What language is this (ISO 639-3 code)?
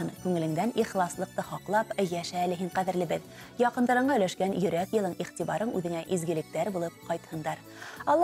bak